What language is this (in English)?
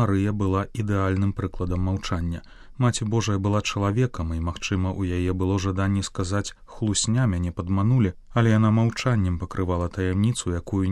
Belarusian